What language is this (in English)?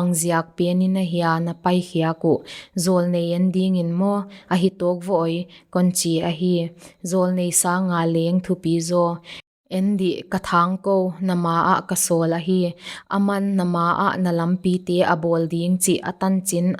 Paite Chin